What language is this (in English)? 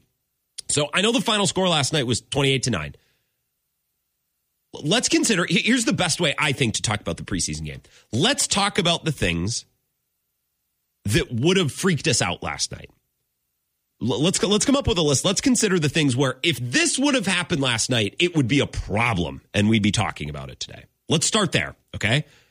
English